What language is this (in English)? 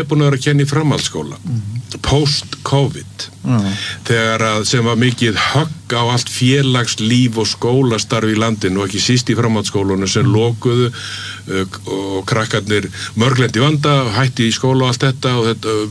Icelandic